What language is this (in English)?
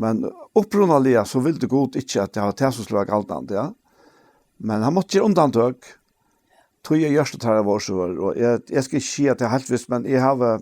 Faroese